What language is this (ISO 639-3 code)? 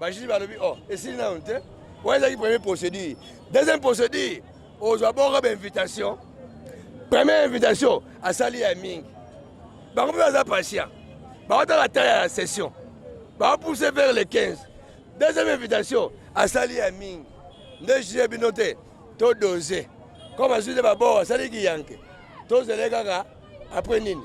lin